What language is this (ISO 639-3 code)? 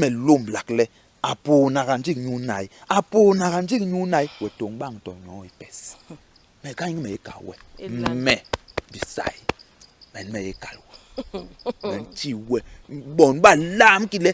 bas